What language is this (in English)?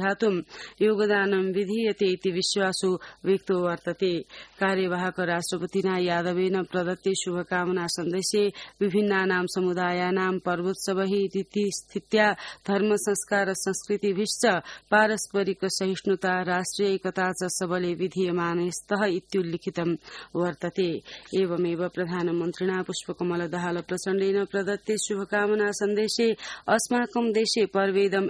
Sanskrit